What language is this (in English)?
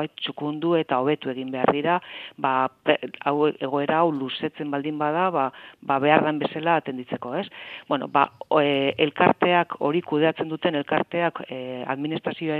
Basque